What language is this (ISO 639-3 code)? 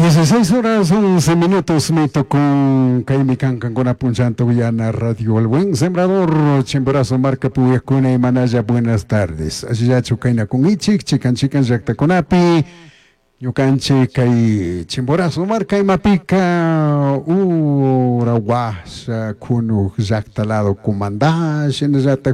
qug